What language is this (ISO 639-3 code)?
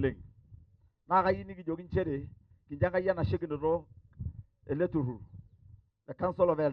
mas